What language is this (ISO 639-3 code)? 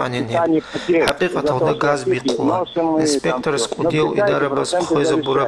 ava